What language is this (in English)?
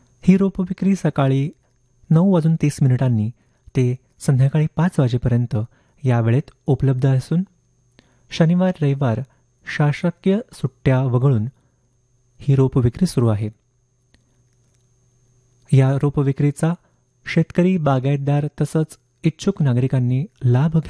Marathi